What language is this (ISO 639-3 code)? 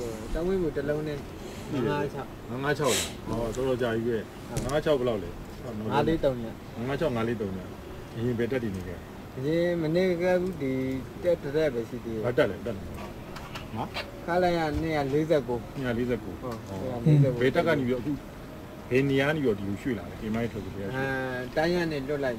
mya